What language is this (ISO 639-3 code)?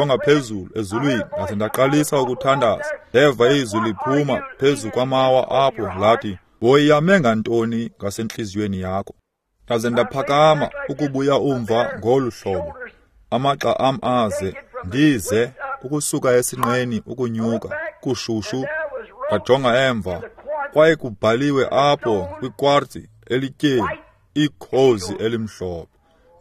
xho